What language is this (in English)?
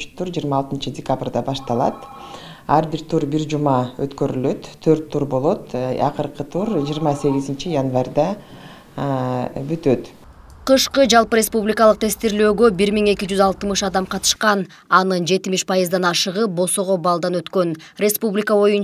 Kyrgyz